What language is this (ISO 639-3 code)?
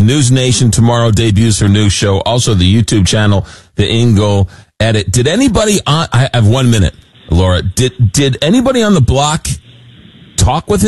eng